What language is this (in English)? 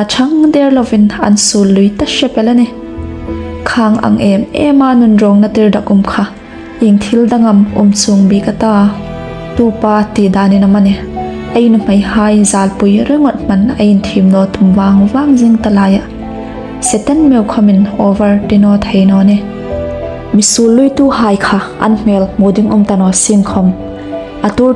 Hmar